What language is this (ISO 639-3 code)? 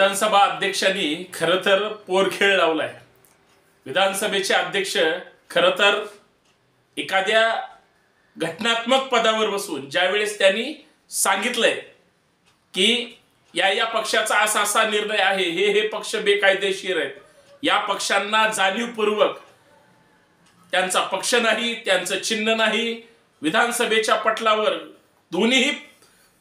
mar